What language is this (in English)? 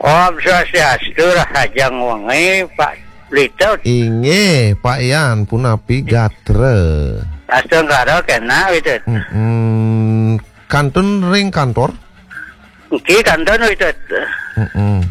Balinese